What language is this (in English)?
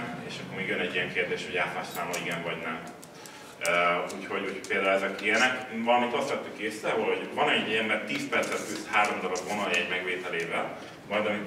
Hungarian